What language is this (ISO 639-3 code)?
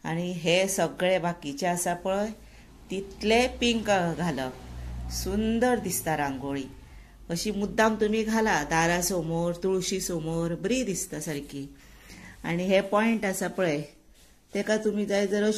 kok